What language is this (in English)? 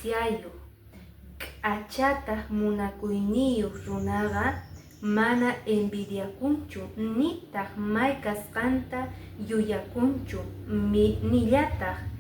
Quechua